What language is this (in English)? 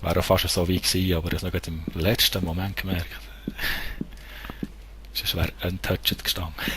Swiss German